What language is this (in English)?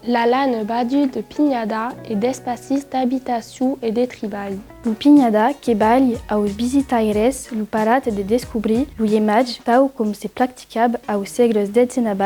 Occitan